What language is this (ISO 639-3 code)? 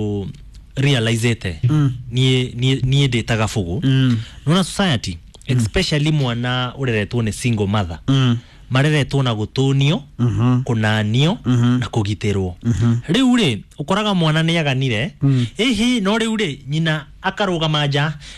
kik